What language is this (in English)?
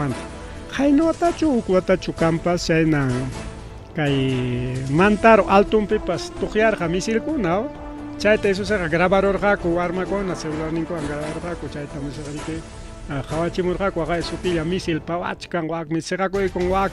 Ayacucho Quechua